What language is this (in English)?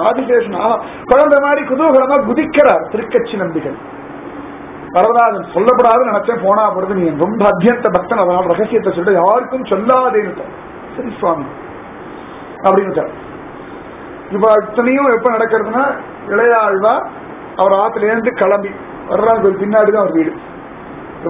Tamil